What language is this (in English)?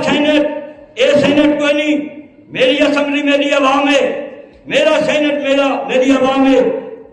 Saraiki